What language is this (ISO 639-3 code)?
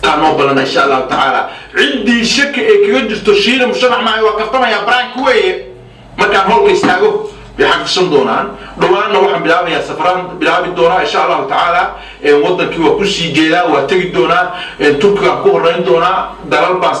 som